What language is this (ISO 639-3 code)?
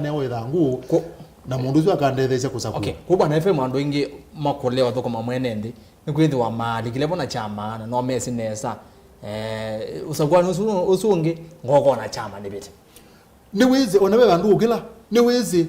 kam